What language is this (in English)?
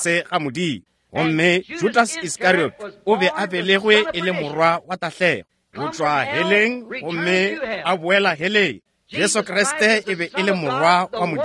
Northern Sotho